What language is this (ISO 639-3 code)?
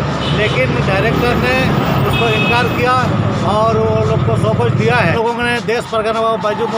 sat